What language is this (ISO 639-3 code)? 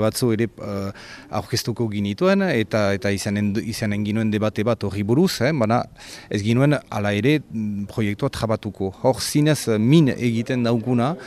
eus